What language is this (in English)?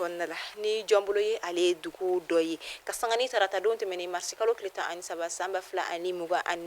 Bambara